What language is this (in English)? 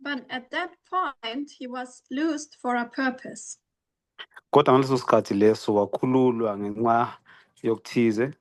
Zulu